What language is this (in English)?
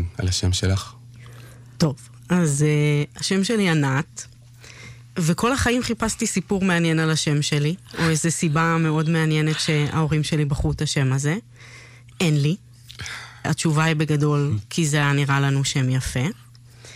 Hebrew